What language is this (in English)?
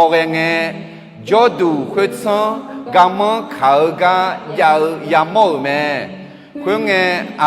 Akha